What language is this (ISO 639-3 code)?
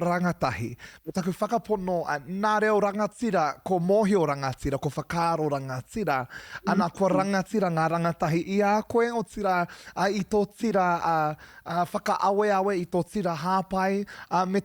mri